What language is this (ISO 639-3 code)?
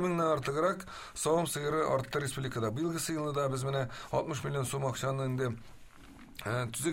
tat